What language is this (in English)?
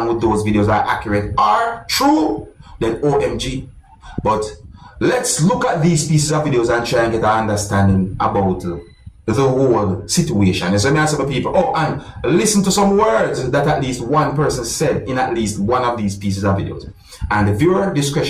Jamaican Creole English